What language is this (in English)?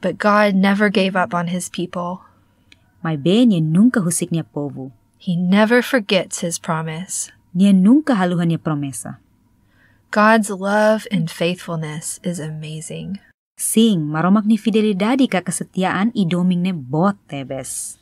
Tetum